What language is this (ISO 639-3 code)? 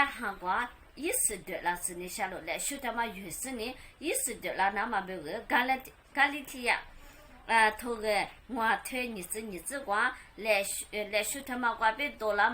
lis